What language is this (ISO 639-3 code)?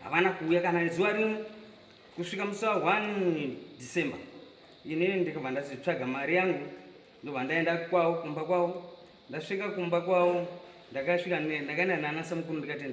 sna